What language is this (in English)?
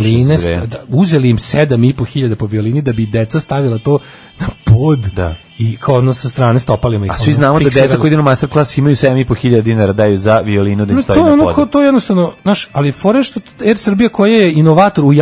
Serbian